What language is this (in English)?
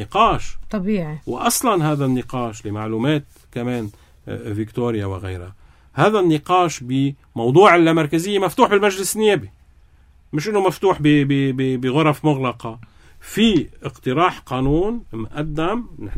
North Levantine Arabic